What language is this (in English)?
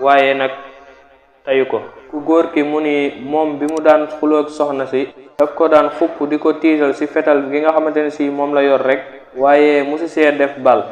Wolof